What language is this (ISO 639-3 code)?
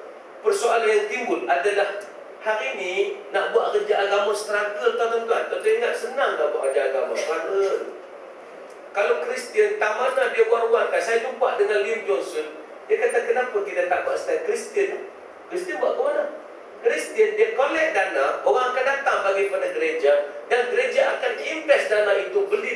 msa